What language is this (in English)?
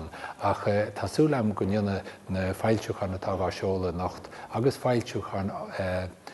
Irish